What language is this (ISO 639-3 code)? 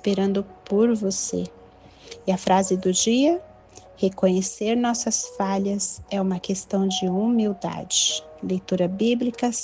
por